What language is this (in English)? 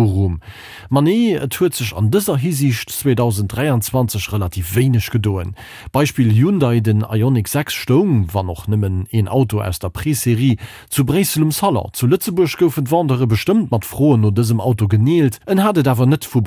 Luxembourgish